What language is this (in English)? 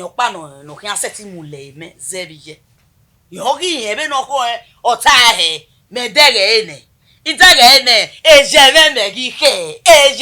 Bini